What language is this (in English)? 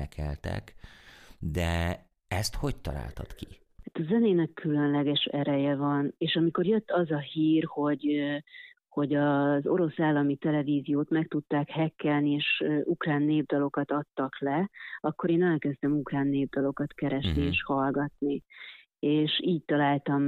Hungarian